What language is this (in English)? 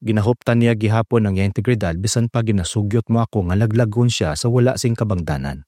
Hiligaynon